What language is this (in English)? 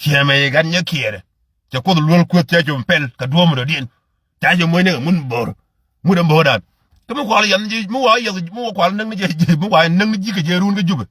Nuer